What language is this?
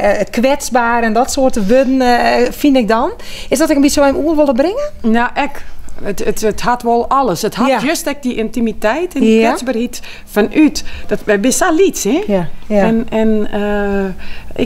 Western Frisian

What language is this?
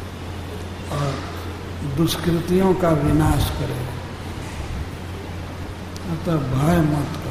Hindi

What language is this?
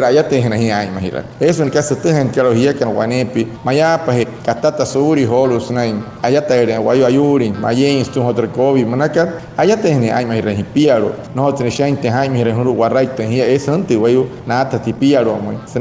Wayuu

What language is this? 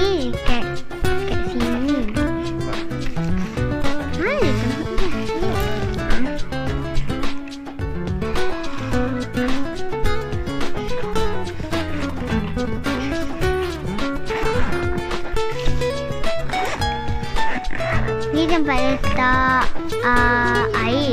Malay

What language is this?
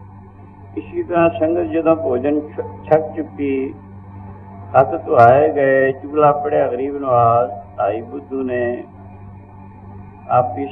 Punjabi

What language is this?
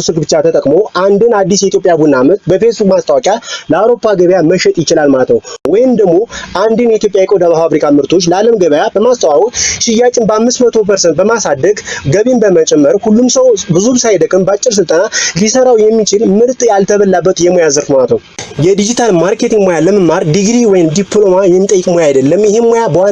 Amharic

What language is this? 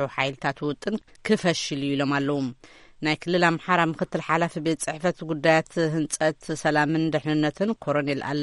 Tigrinya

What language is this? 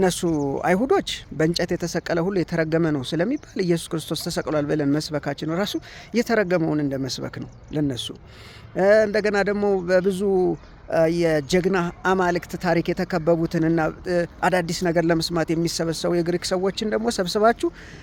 Amharic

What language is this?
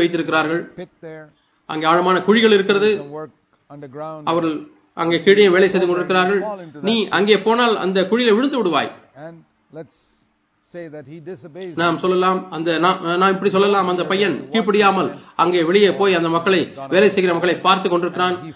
Tamil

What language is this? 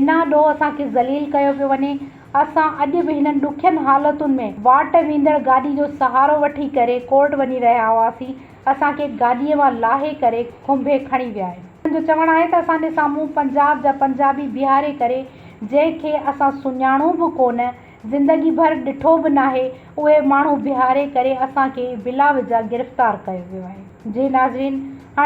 Sindhi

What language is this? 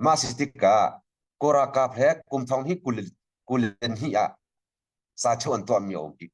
Hakha Chin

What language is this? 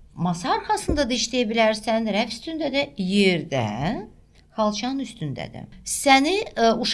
Azerbaijani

